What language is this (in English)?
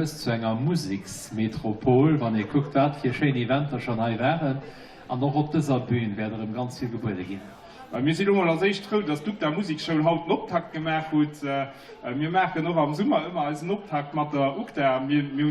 Luxembourgish